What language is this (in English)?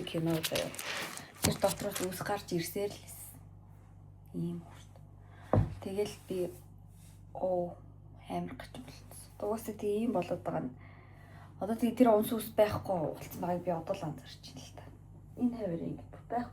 Mongolian